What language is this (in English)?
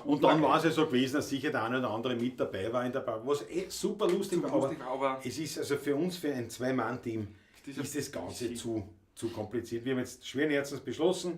Bavarian